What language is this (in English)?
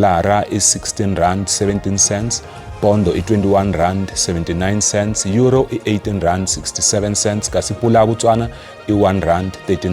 Tsonga